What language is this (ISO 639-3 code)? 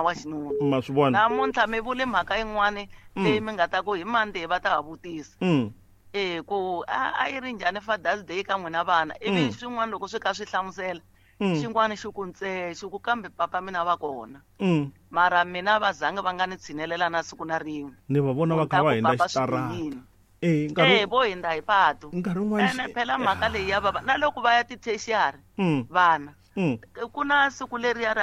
tso